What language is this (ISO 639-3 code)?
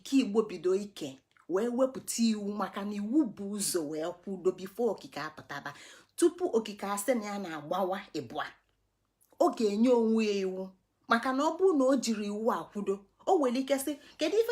ibo